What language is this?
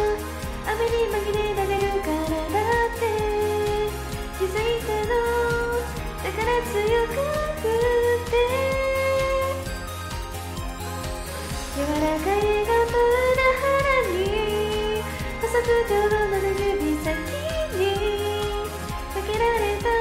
Japanese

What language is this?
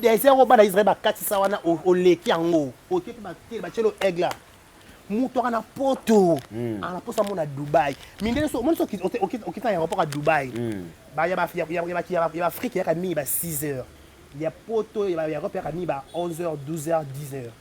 Lingala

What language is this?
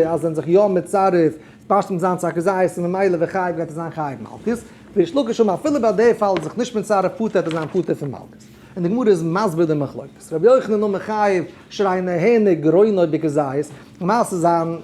Yiddish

